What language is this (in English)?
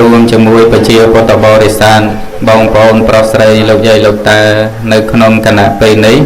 Khmer